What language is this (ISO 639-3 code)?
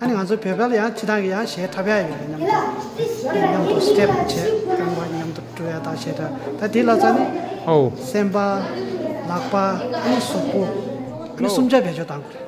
bod